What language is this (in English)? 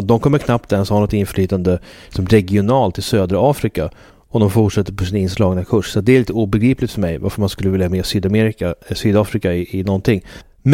Swedish